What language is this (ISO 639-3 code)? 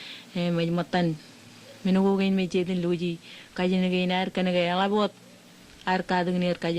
mah